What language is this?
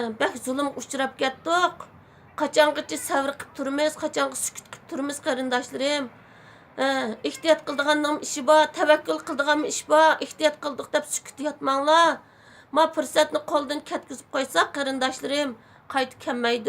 Uyghur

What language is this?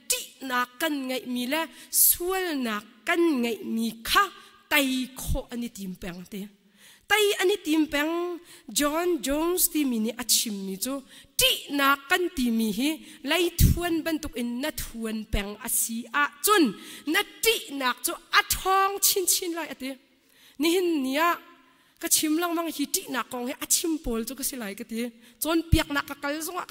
Hakha Chin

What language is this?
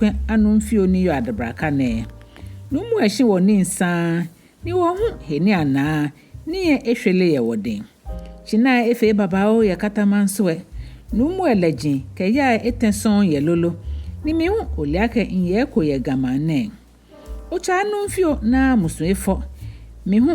Ga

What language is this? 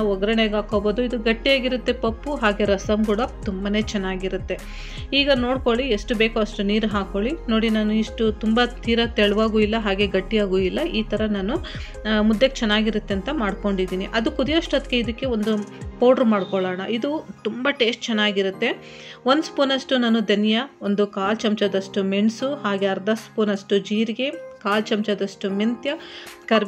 Kannada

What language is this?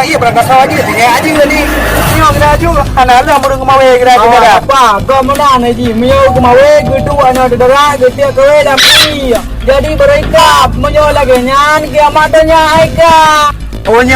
Achinese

